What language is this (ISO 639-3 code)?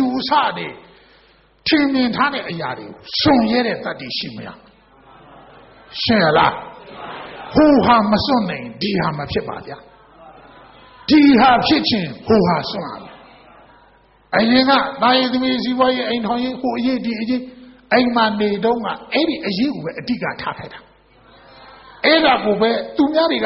mya